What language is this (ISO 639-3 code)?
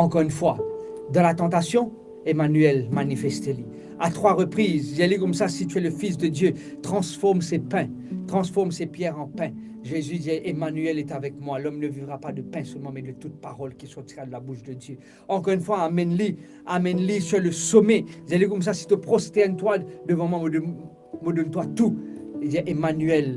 mfe